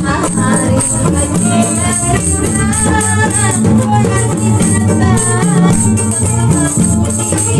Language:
Banjar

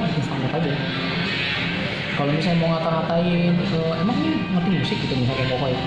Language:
Indonesian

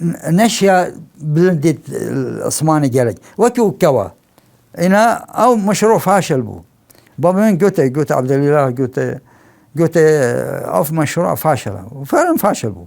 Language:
Kurdish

